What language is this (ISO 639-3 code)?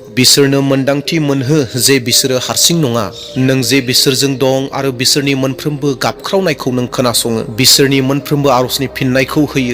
brx